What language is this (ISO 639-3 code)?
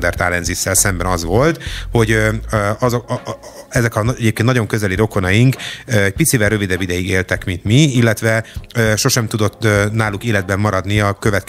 hun